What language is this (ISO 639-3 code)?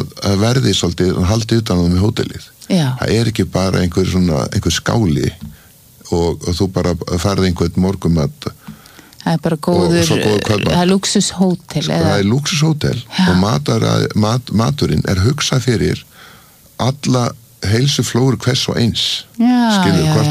isl